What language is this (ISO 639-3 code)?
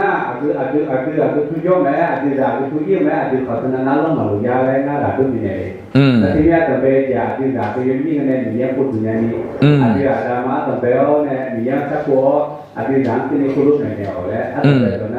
ahk